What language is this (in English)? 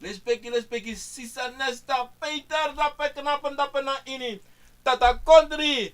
Sranan Tongo